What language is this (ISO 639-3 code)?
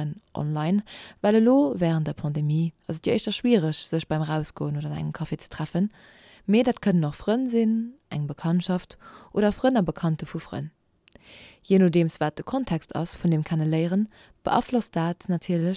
ltz